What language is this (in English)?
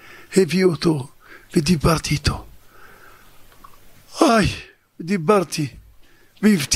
Hebrew